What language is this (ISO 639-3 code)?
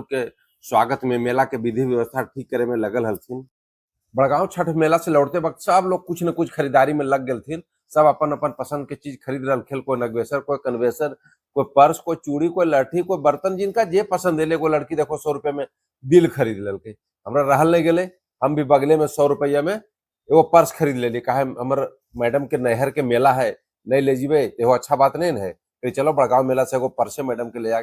mag